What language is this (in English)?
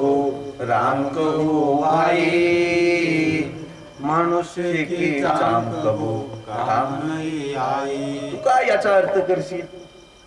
Marathi